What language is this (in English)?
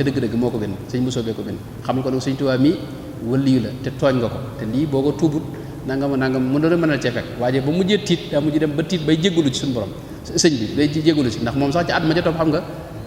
Wolof